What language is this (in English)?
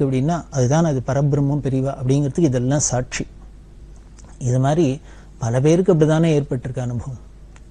Tamil